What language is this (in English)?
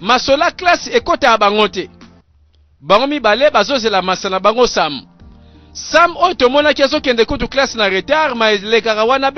Lingala